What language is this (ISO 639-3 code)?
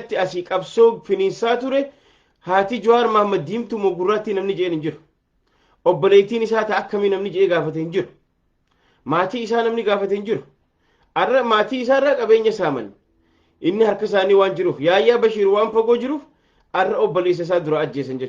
orm